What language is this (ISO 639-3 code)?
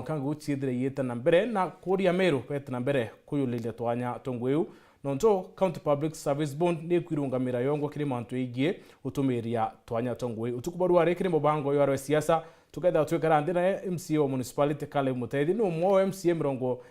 mer